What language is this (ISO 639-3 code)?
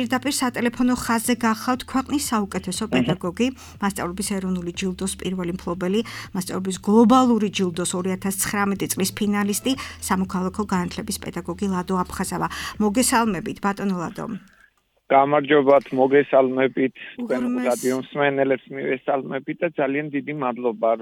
kat